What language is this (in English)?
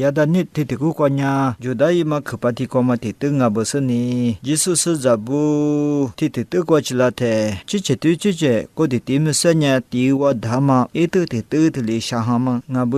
Lisu